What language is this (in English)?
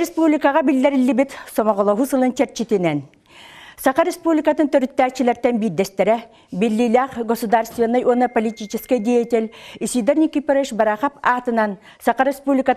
Yakut